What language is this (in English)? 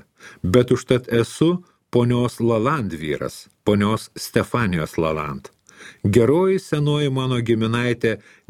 Lithuanian